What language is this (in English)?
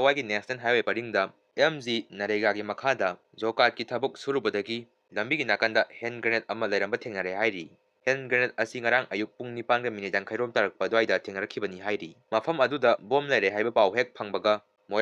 Manipuri